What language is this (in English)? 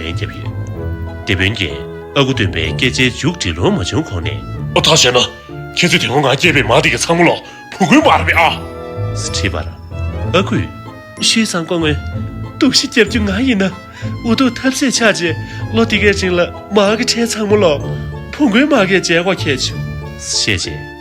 Tibetan